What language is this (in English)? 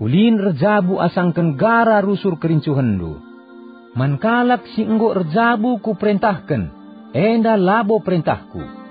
Batak Karo